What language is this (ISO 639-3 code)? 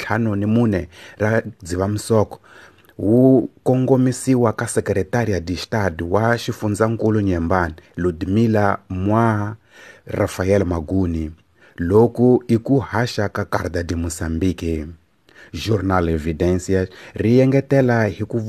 tso